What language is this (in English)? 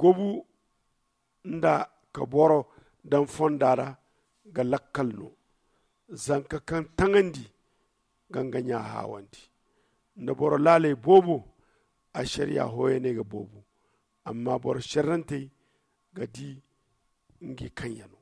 Zarma